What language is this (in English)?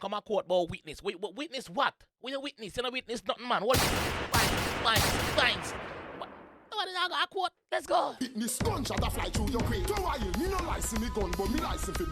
Jamaican Creole English